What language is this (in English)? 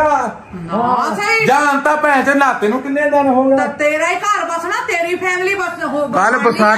Punjabi